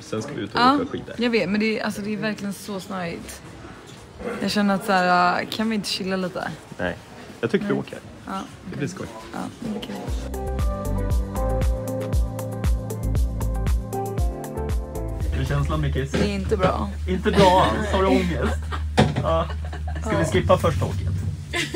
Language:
Swedish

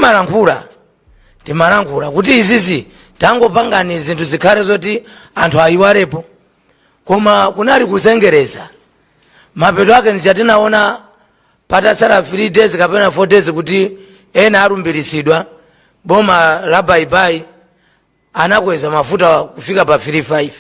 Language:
Nyanja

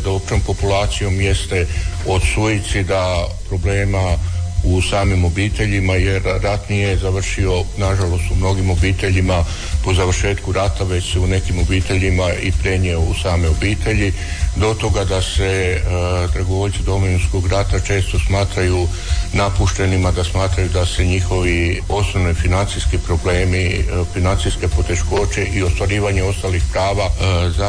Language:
Croatian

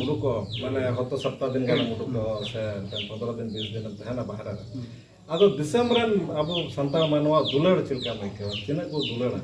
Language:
Santali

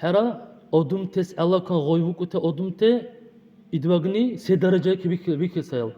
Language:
Dargwa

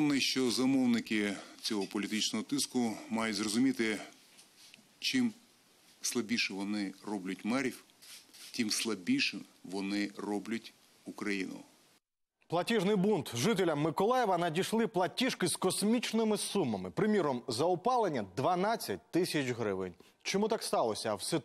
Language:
Ukrainian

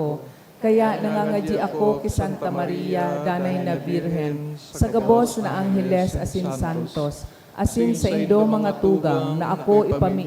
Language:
Bikol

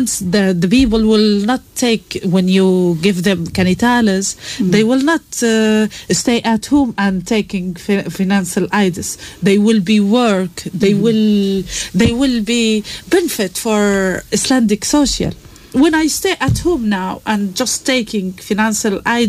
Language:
Icelandic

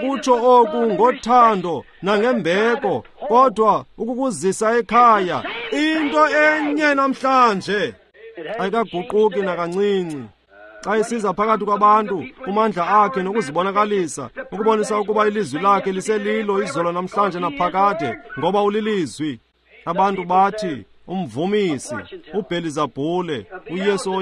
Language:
Xhosa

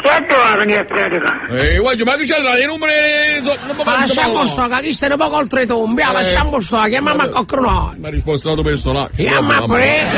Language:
Neapolitan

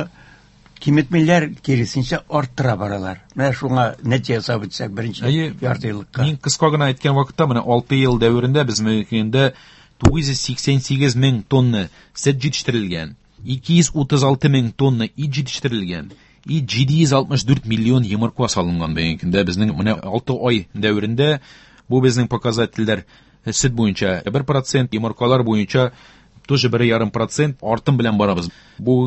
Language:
Tatar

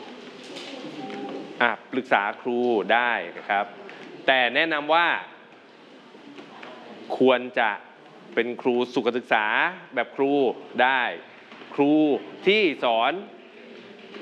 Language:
Thai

